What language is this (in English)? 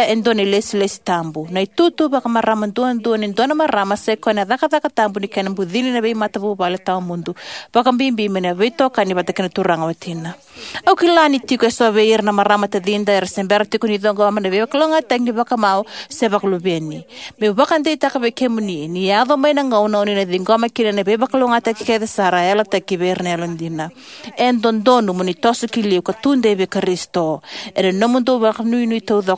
Fijian